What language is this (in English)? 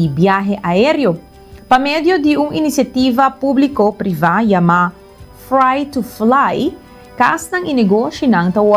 Papiamento